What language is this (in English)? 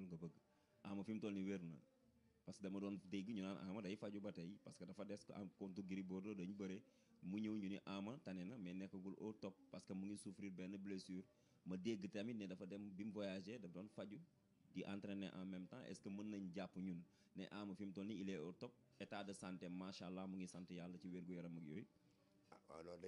Wolof